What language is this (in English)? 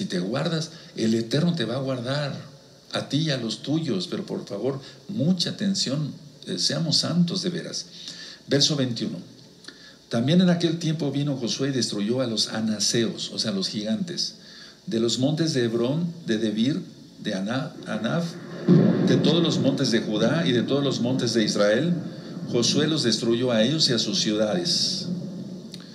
Spanish